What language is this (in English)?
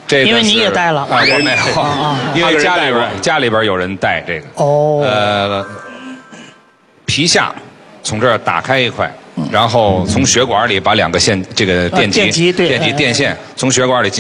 Chinese